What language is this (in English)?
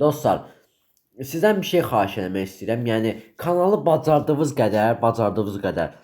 Azerbaijani